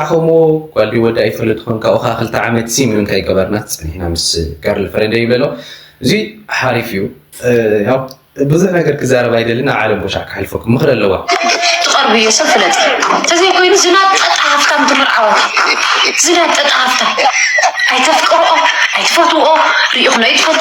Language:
Tigrinya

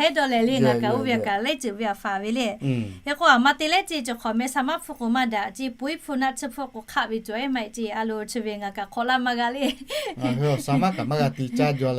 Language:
Lahu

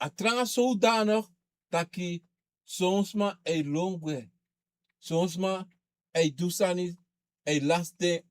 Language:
Sranan Tongo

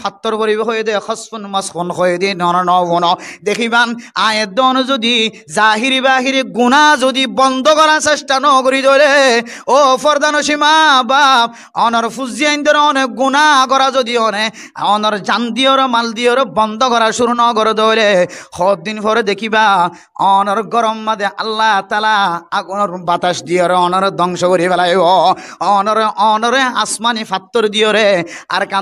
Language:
Rohingya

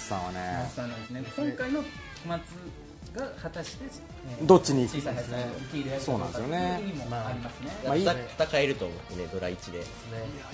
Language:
Japanese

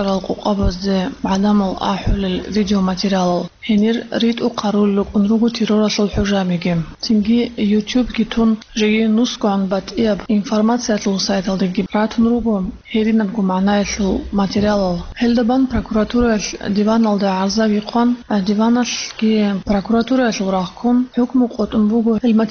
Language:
Avaric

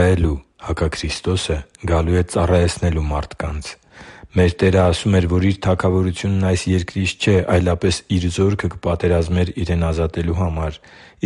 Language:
Armenian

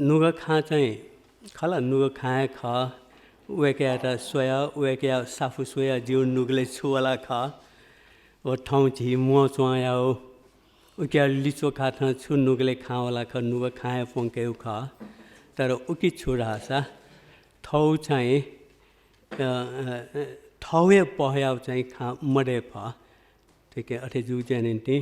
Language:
Newari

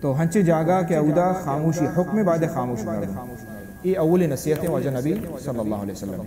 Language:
Baluchi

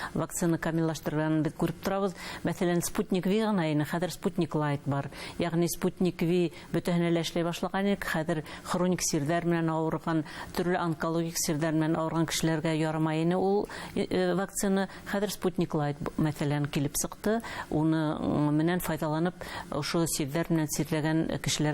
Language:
Bashkir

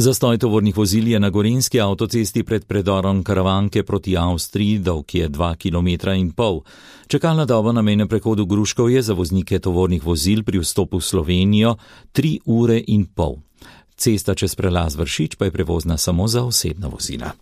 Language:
Slovenian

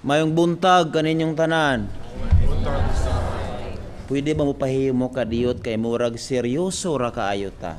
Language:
Cebuano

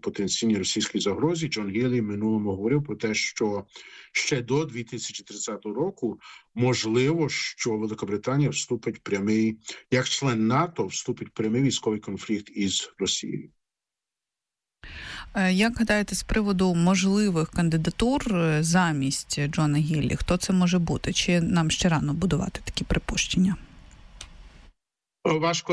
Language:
Ukrainian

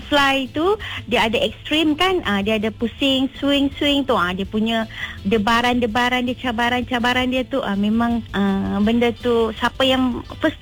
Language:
Malay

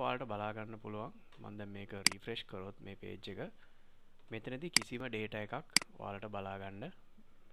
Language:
Sinhala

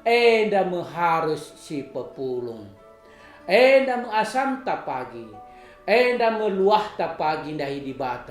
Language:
Batak Karo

